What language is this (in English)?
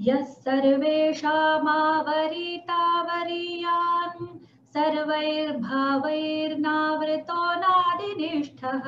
Sanskrit